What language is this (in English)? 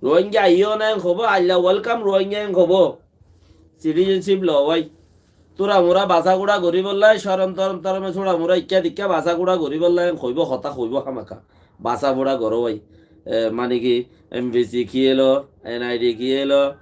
Rohingya